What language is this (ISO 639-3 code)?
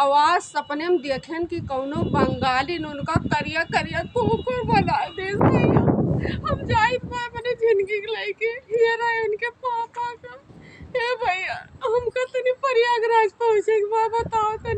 awa